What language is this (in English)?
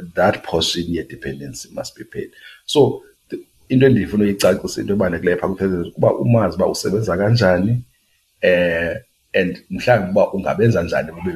Xhosa